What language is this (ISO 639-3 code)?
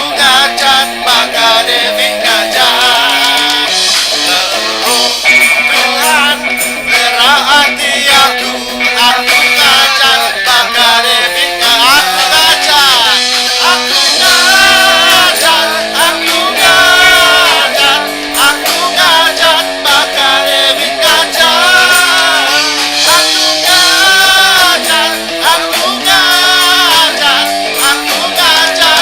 iba